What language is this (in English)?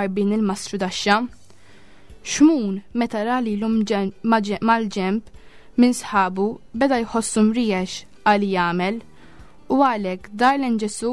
Maltese